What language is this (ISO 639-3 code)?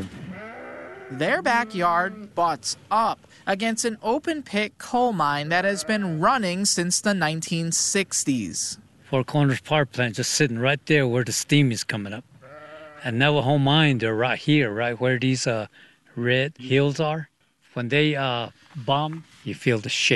eng